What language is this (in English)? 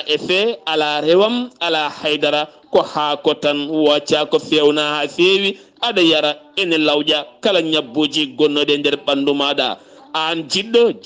Fula